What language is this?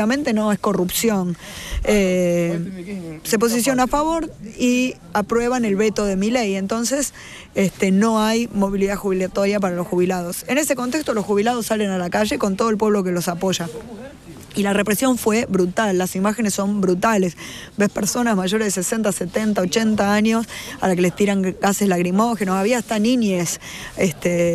Spanish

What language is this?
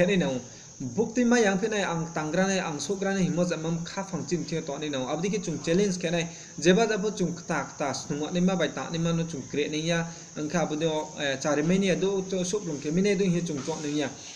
Riang (India)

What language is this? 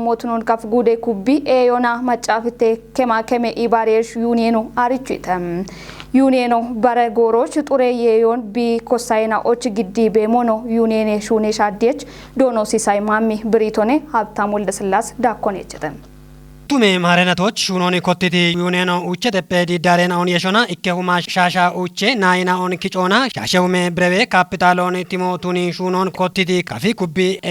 Kafa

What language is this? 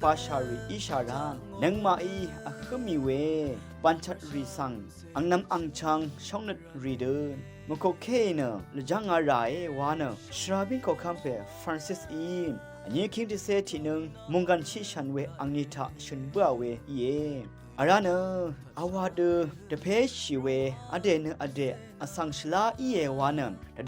Rawang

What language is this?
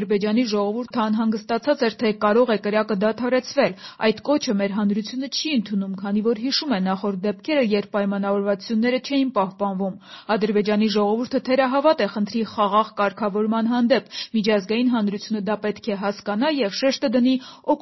Armenian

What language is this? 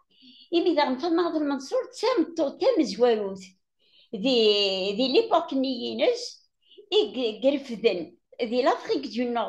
Kabyle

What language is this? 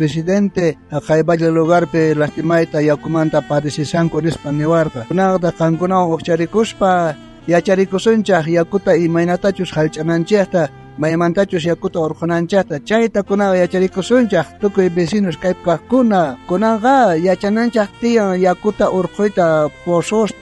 South Bolivian Quechua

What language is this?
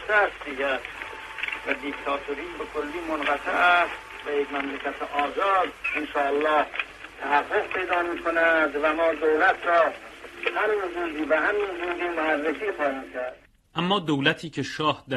Persian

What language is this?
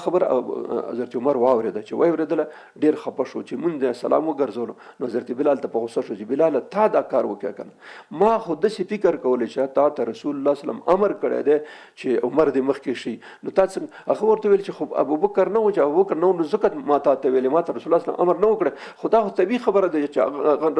Pashto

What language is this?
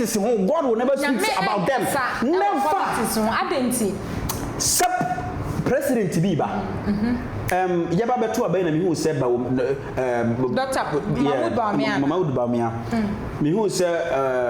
Akan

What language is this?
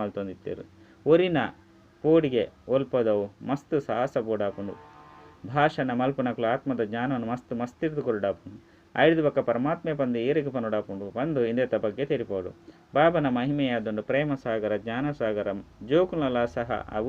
Tulu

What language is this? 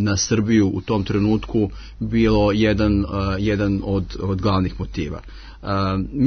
Serbian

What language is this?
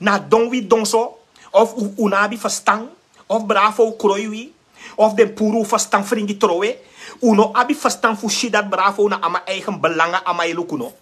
Sranan Tongo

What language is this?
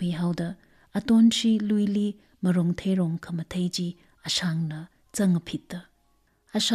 Tangkhul Naga (India)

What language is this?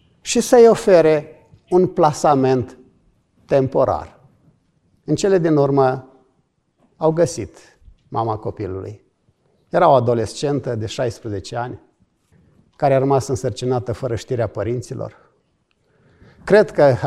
Romanian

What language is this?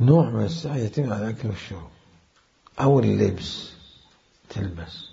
Mesopotamian Arabic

